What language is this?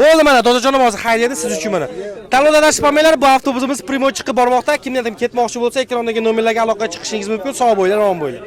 Uzbek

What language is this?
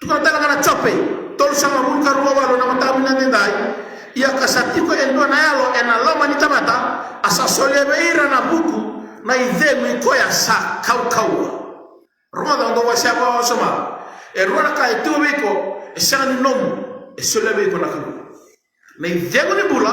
Fijian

